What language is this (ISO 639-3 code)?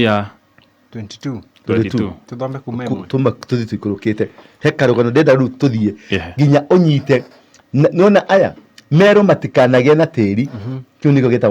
kik